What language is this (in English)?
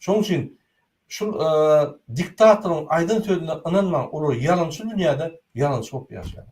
Turkmen